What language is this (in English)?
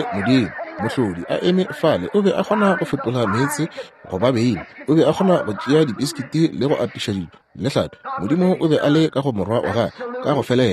Northern Sotho